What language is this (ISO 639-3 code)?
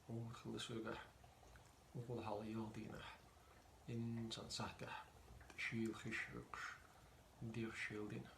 che